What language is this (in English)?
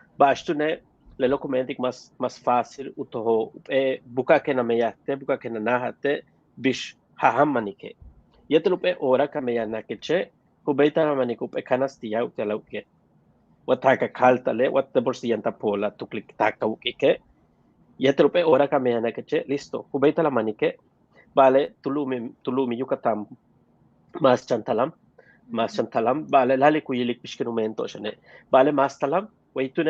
Yucateco